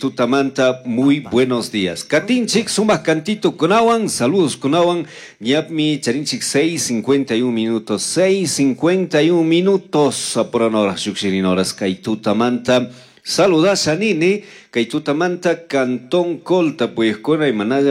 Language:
Chimborazo Highland Quichua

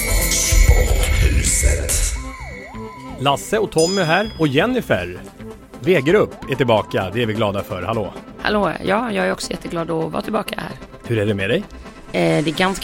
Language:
Swedish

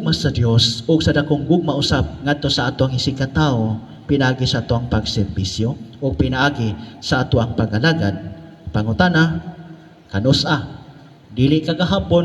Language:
Cebuano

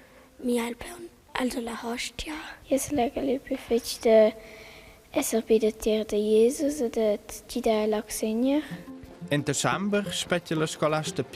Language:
Romansh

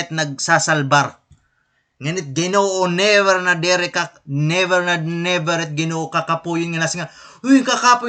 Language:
Waray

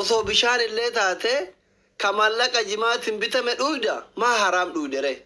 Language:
Oromo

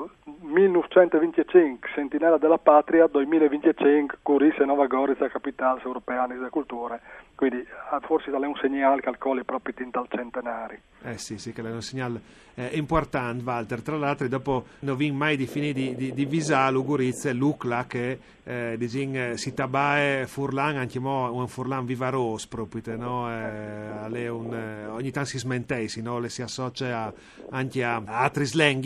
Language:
Friulian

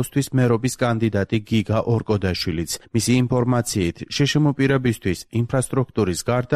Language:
Georgian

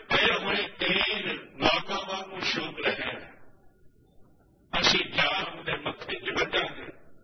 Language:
Punjabi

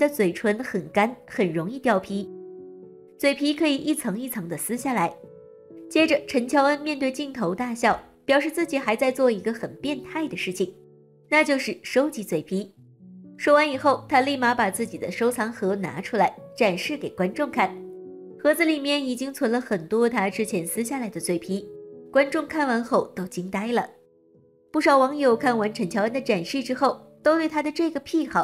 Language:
Chinese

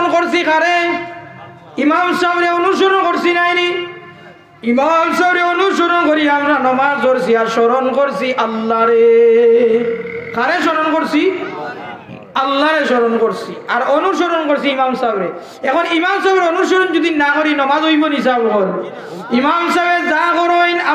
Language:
Bangla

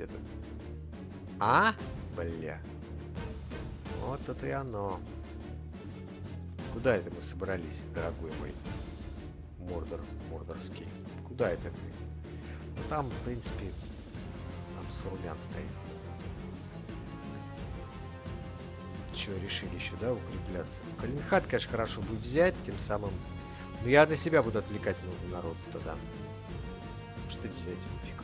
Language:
Russian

